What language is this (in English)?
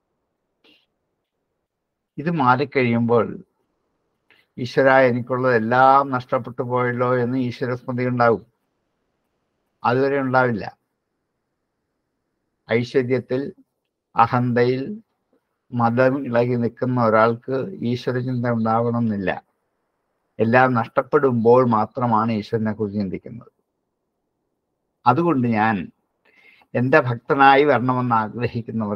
Malayalam